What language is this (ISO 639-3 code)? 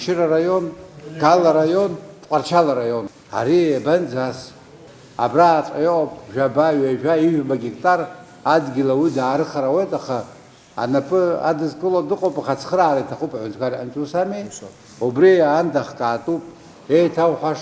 abk